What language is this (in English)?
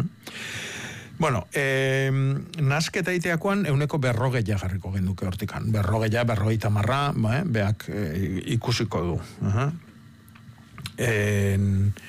Basque